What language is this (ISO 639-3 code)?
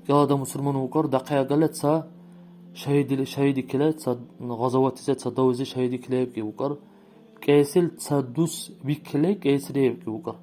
dar